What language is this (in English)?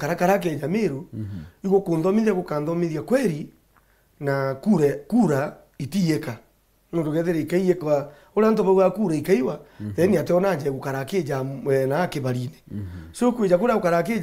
Meru